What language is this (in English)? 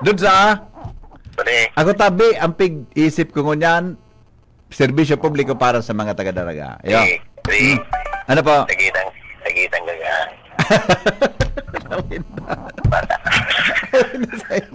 Bikol